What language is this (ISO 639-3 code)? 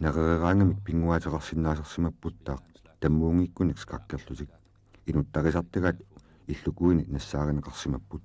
kal